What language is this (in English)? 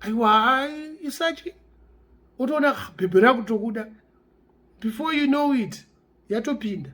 Shona